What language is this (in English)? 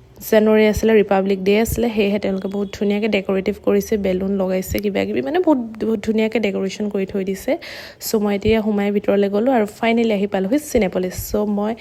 Assamese